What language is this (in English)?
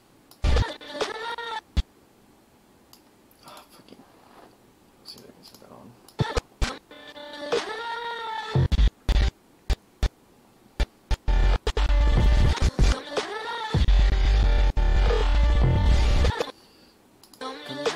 English